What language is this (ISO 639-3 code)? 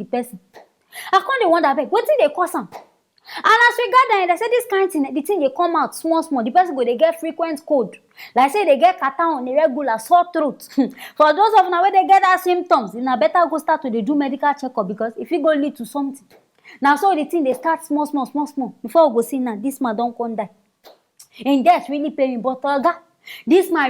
pcm